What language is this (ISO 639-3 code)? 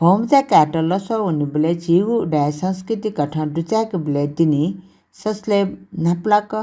new